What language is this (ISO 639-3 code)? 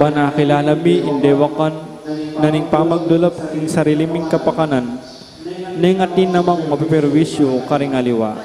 pam